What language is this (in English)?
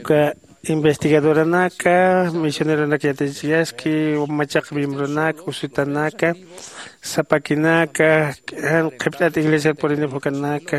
Aymara